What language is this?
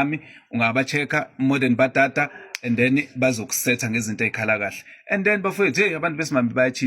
Zulu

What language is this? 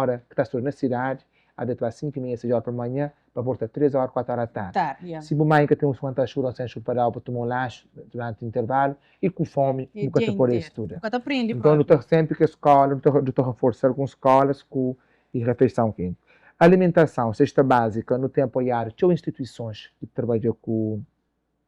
Kabuverdianu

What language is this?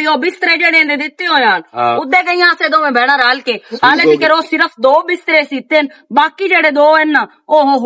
Western Panjabi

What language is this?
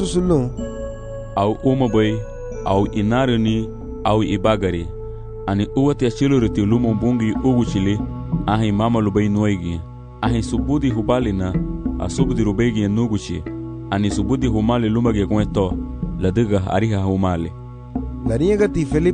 Garifuna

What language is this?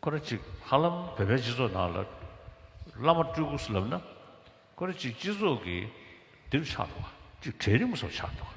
Tibetan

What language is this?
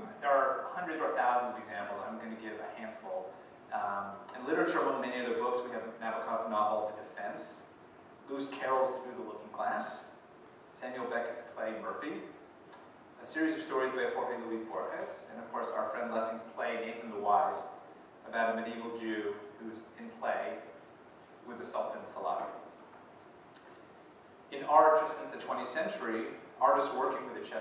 English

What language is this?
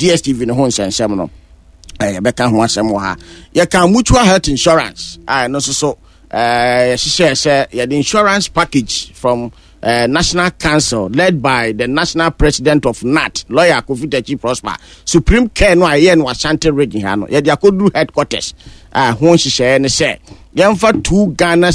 Akan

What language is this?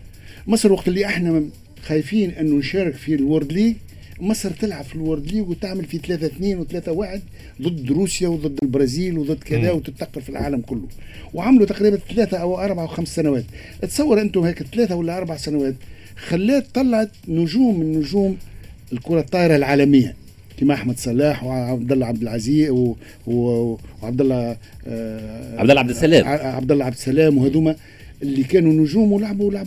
Tunisian Arabic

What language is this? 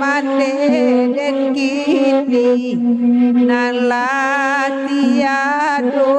Minangkabau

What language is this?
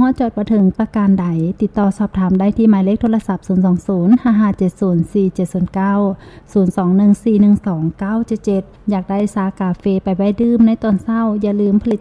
Lao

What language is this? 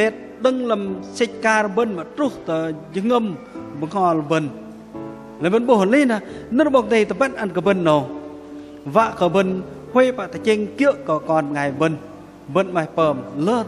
Bahnar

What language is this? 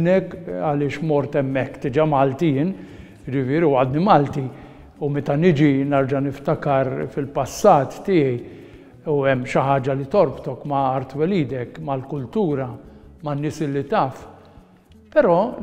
Maltese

